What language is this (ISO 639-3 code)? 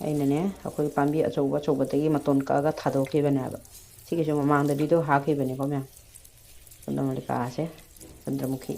mni